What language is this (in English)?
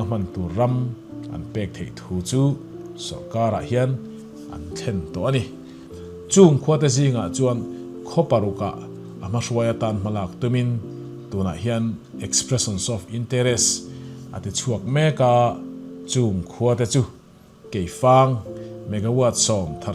Mizo